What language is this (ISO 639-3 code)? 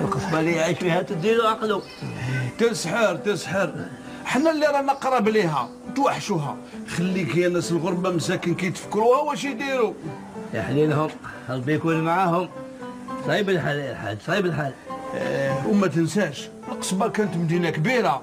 arq